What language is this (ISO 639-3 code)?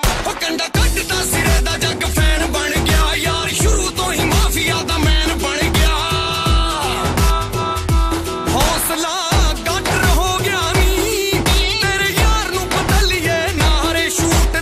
pan